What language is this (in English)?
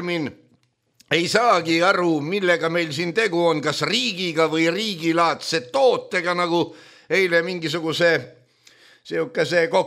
Estonian